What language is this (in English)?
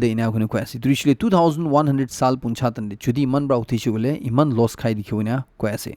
Naga Pidgin